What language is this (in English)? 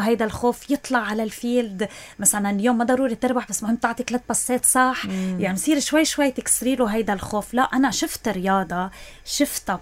North Levantine Arabic